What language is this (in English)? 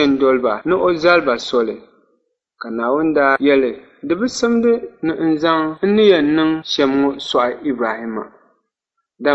Dagbani